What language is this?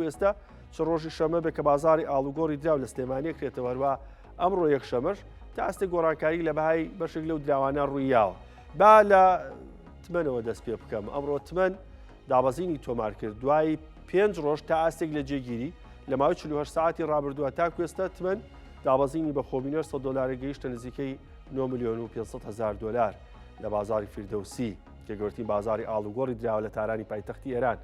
Central Kurdish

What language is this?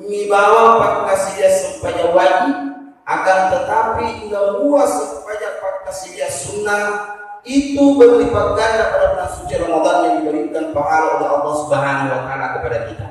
Buginese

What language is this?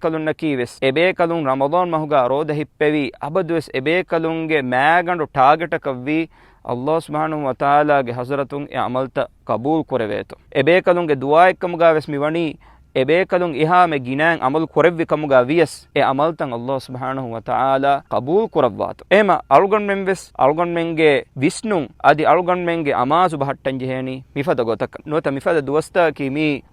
Divehi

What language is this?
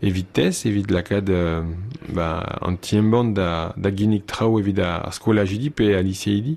Breton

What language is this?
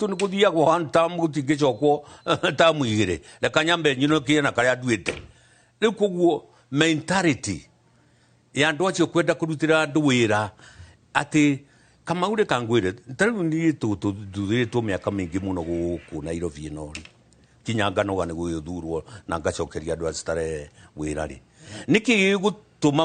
Kikuyu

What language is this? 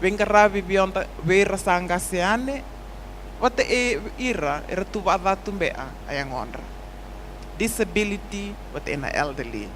Fijian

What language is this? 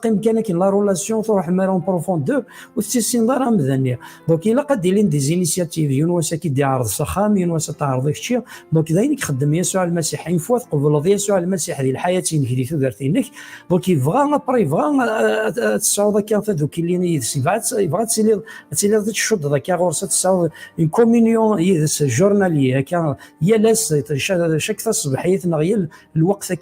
Kabyle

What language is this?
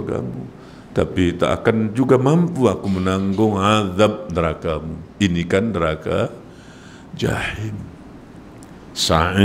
Malay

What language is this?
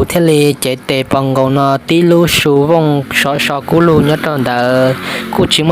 Hmong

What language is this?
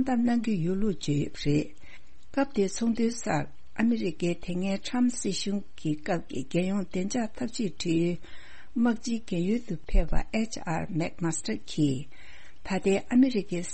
Tibetan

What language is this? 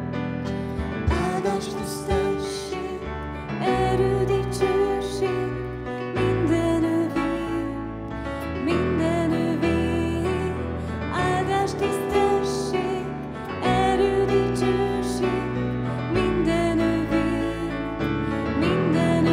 Hungarian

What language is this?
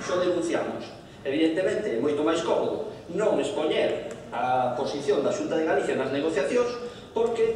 Galician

